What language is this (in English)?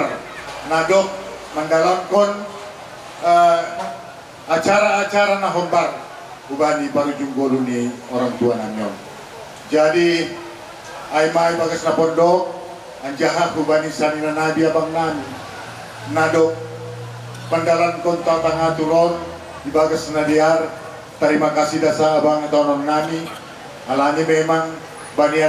Batak Simalungun